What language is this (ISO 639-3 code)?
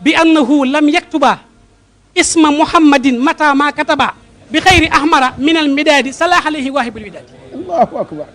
wol